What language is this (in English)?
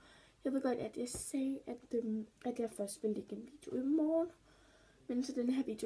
Danish